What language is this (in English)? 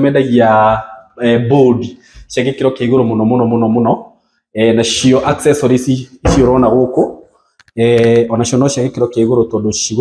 Kikuyu